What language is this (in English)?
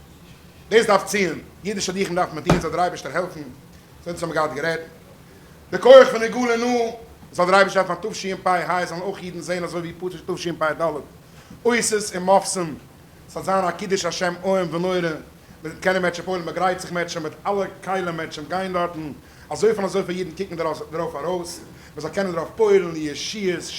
Yiddish